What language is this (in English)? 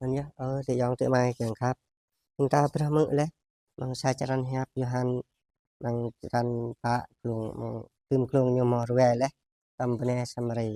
Jarai